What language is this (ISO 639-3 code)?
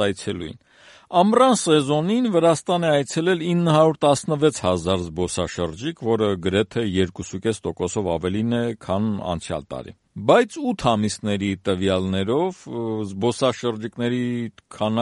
hye